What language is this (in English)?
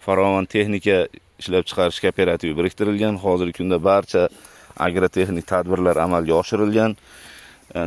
Uzbek